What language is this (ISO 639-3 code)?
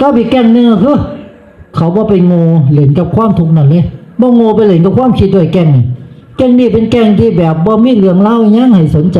tts